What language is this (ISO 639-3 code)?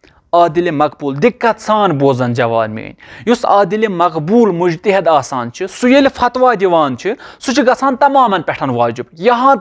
kas